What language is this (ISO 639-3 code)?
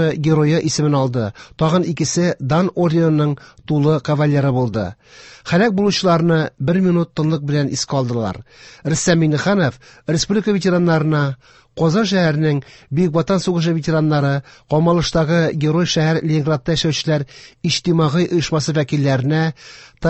tat